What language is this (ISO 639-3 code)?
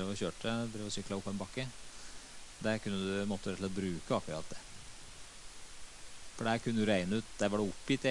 nor